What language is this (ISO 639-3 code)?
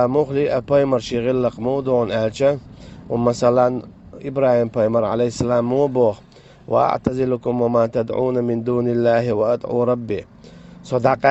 che